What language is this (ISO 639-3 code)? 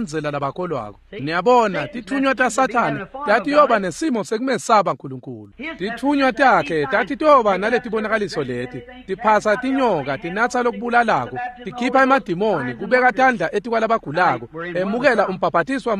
ssw